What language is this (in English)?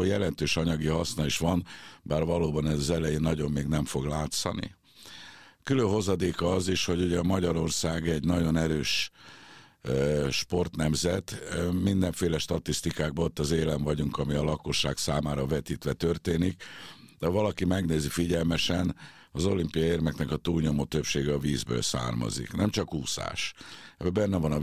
Hungarian